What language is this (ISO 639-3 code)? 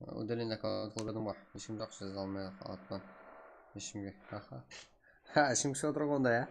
kaa